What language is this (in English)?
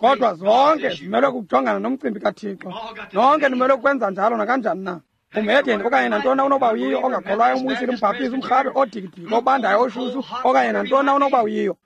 Xhosa